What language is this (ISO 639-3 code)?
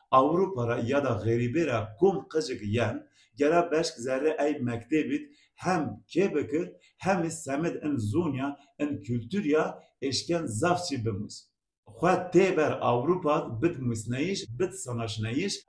zza